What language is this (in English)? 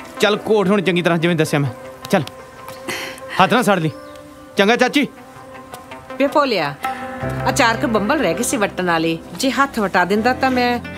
Punjabi